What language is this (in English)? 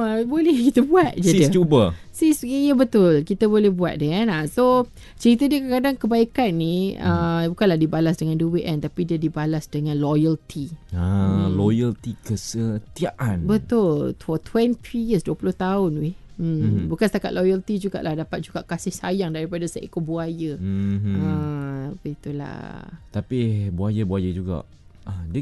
Malay